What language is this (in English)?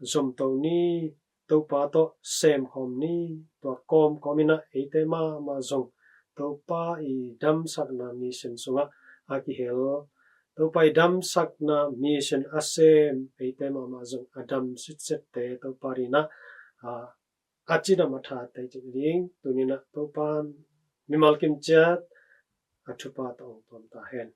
Tedim Chin